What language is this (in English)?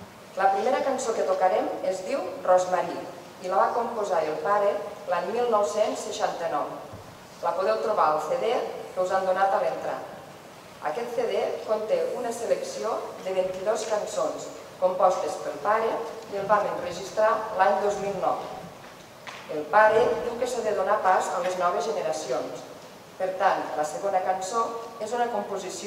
Catalan